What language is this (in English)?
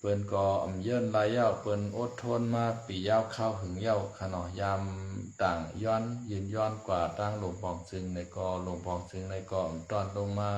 Shan